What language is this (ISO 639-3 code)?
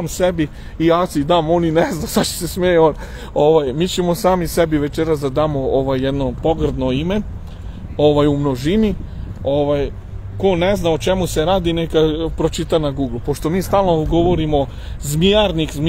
srp